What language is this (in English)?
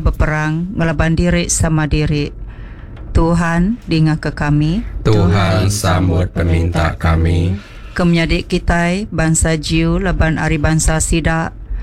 Iban